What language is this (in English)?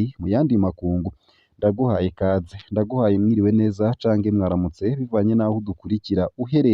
Rundi